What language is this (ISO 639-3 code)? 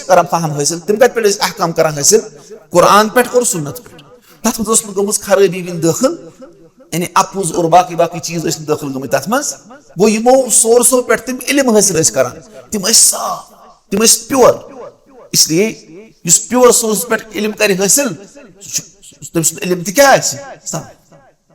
kas